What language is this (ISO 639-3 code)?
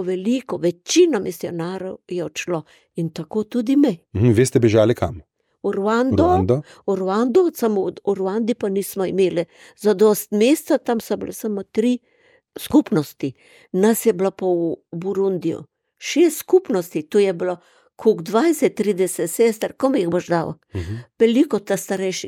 slv